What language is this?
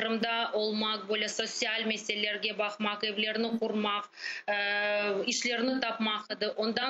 Crimean Tatar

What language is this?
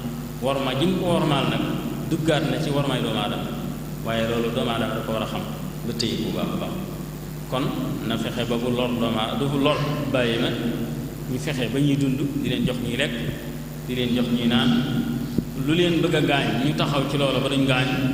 Wolof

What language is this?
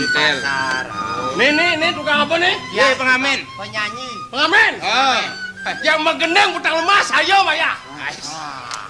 Balinese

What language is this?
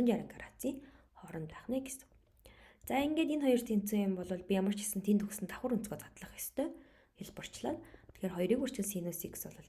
Mongolian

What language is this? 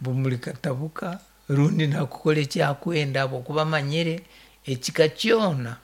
Nyankole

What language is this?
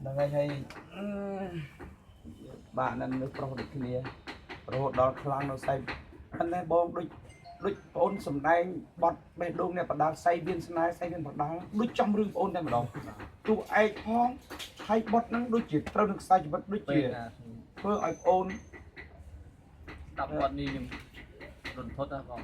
Khmer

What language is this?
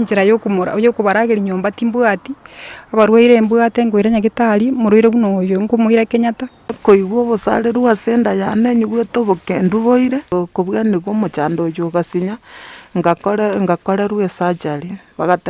Gusii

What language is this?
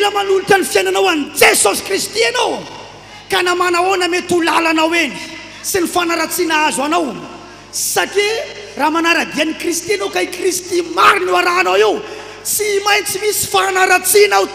Malagasy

